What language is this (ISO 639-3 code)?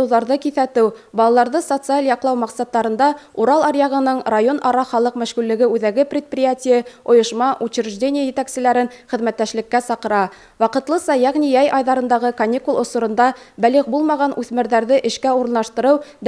bak